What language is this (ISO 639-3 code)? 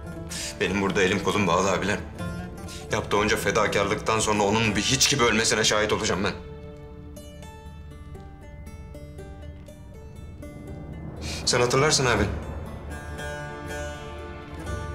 tur